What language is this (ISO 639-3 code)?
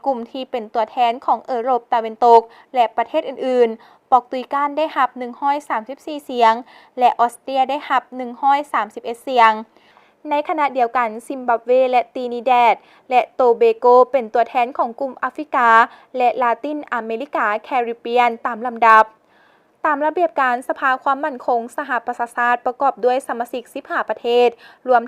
lao